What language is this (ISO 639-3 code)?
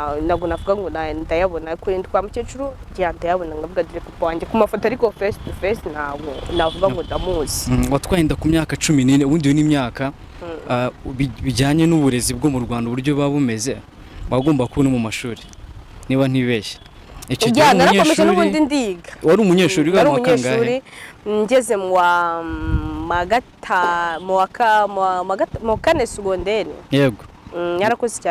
kin